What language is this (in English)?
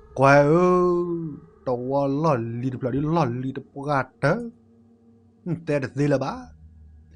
S'gaw Karen